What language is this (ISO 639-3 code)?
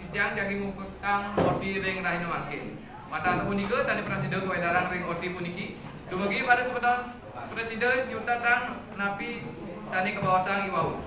ban